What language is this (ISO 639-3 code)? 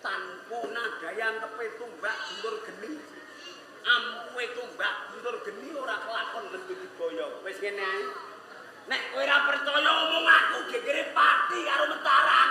jav